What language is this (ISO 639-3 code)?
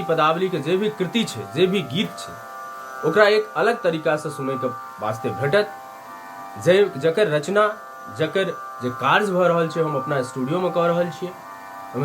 mai